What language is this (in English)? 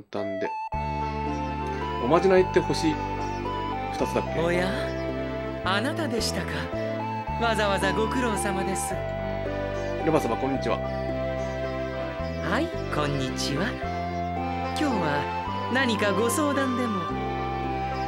Japanese